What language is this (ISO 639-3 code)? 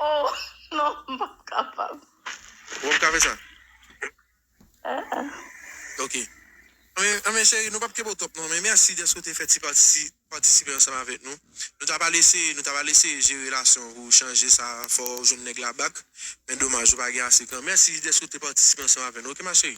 hat